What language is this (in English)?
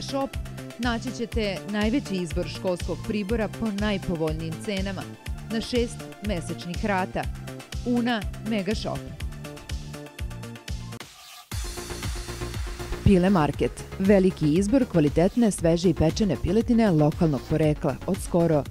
Serbian